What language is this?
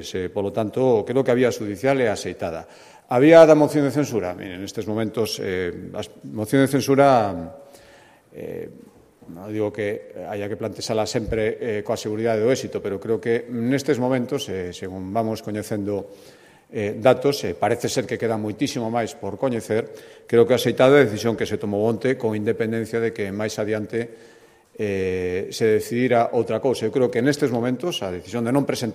Galician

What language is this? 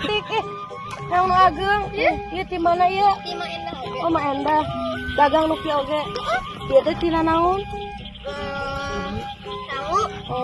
Sundanese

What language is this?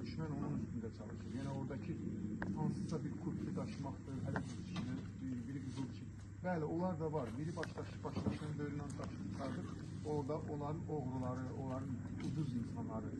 Azerbaijani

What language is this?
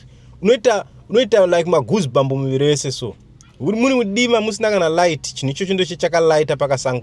Shona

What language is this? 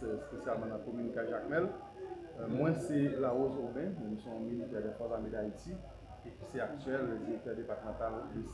Haitian Creole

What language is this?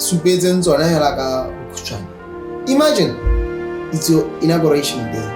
Tswana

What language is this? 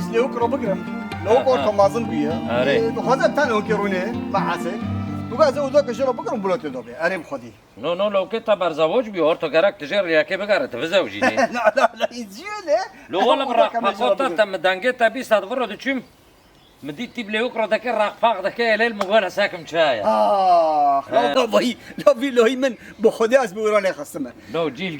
Kurdish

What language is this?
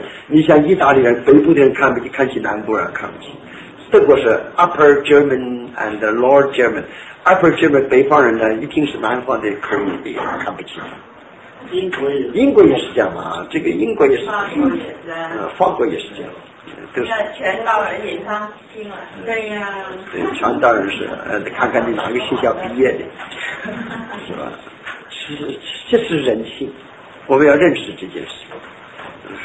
Chinese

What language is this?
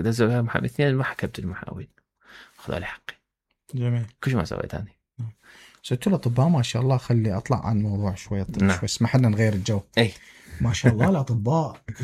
Mesopotamian Arabic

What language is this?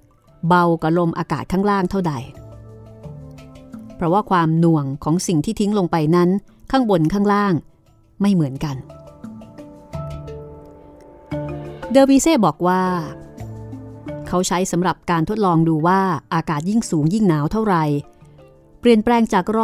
Thai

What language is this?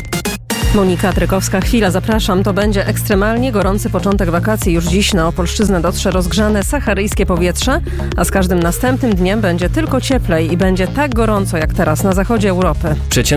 Polish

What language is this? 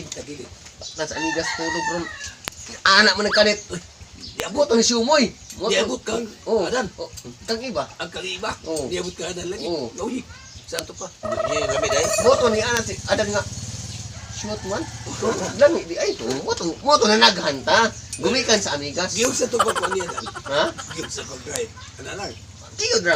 Cebuano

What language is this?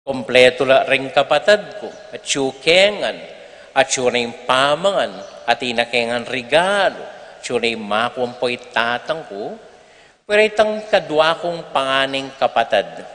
Pampanga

